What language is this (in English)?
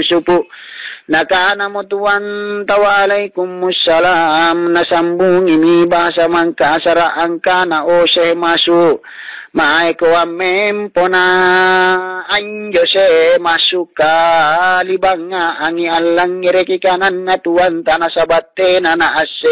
Makasar